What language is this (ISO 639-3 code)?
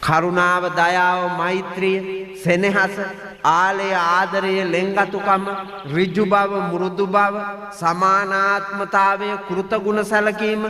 sin